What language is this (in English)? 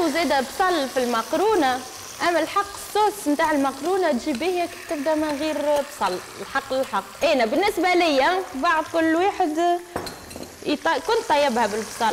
Tunisian Arabic